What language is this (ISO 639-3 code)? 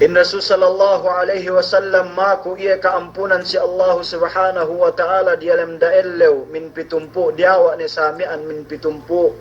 yka